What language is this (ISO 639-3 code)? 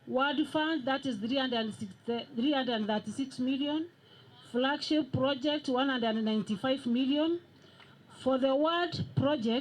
mer